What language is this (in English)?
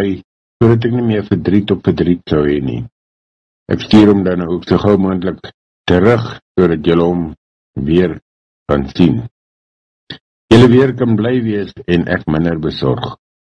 Afrikaans